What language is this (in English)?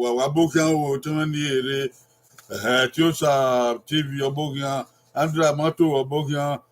Bini